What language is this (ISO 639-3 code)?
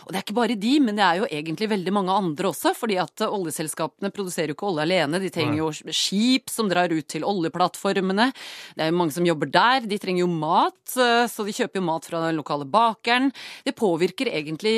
nor